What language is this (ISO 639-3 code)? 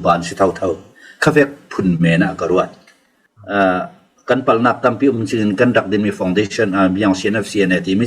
cfm